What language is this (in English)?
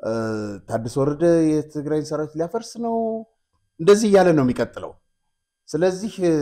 Amharic